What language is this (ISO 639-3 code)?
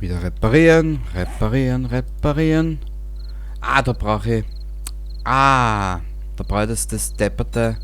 bar